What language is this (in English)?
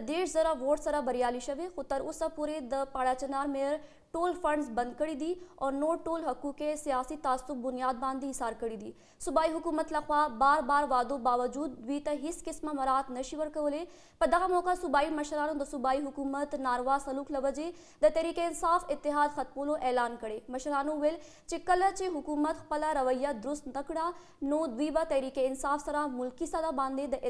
Pashto